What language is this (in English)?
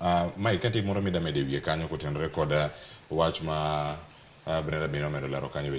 Luo (Kenya and Tanzania)